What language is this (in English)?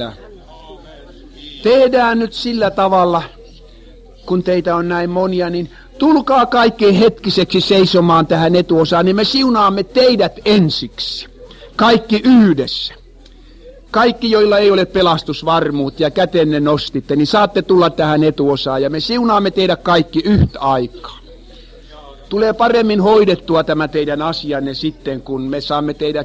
Finnish